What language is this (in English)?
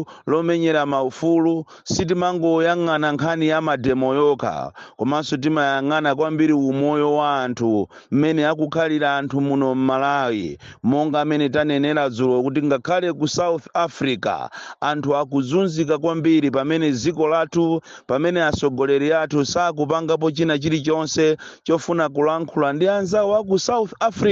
Nyanja